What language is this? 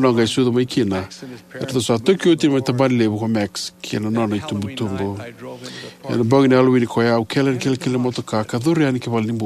Fijian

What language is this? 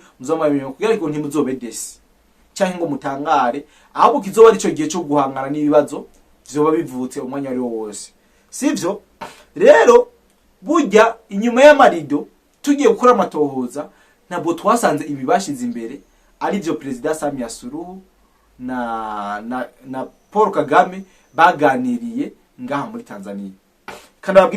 Rundi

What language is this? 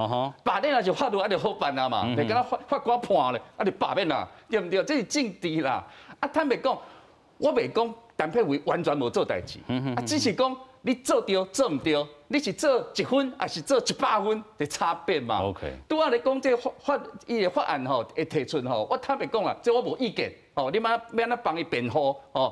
Min Nan Chinese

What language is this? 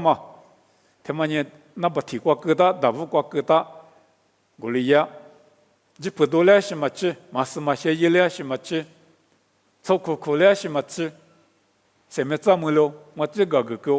Lisu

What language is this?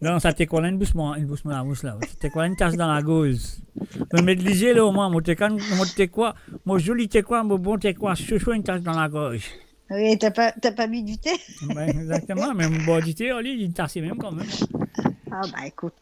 Morisyen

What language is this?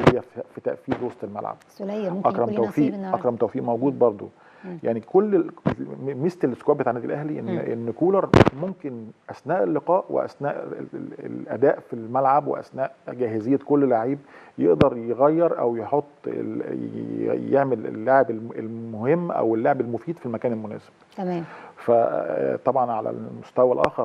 Egyptian Arabic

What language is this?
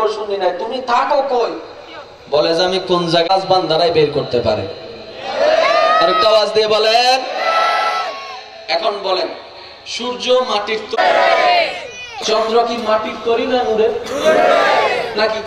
Bangla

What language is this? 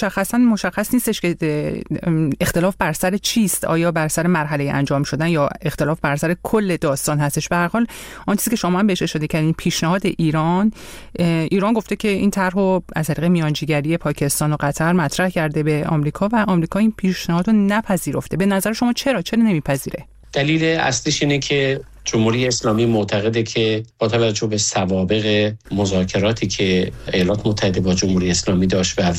Persian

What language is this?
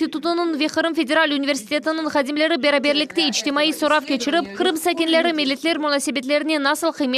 Crimean Tatar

